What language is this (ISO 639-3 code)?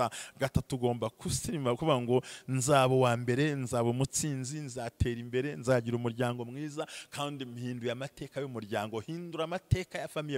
kin